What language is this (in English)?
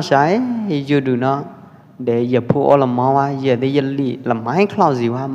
Pwo Eastern Karen